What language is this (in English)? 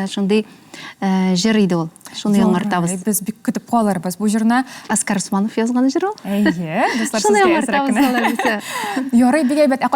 Tatar